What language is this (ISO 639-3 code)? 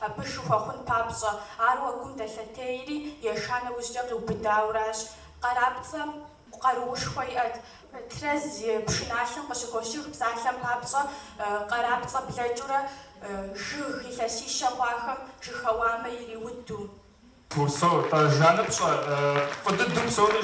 kbd